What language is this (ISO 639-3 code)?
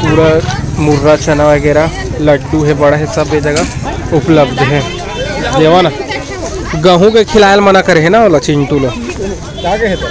hne